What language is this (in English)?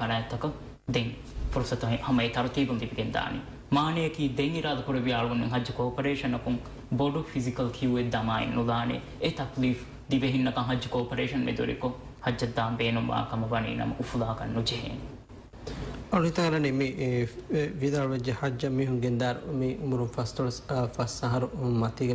Divehi